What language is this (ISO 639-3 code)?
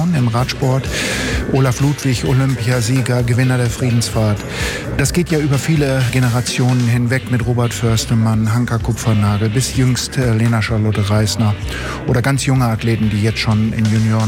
deu